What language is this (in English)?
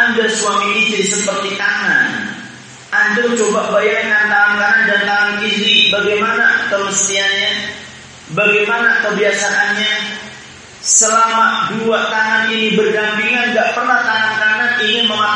Indonesian